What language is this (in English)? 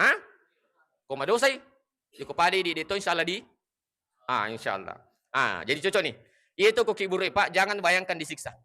Buginese